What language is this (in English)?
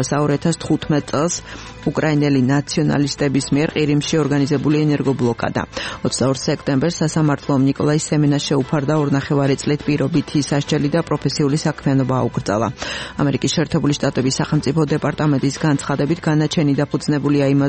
Georgian